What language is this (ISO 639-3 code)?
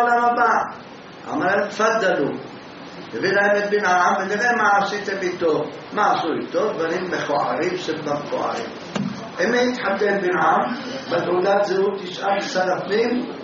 heb